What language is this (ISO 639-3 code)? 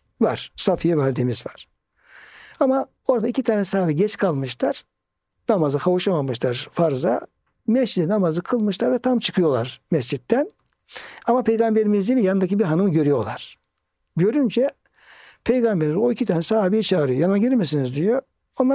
tur